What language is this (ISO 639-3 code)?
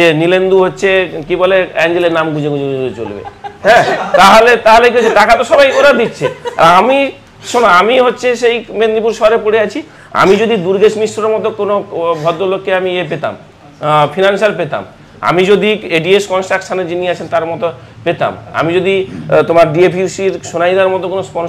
ben